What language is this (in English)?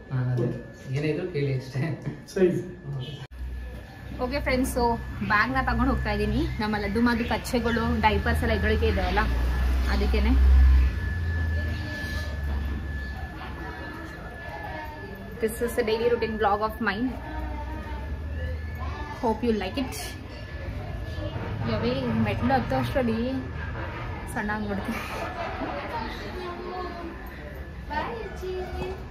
Kannada